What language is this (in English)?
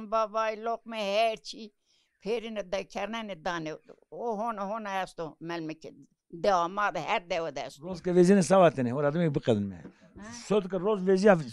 Zaza